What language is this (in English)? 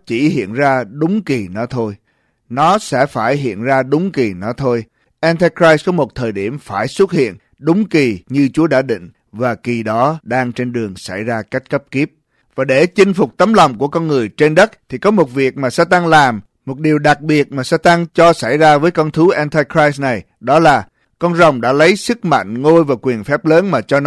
Vietnamese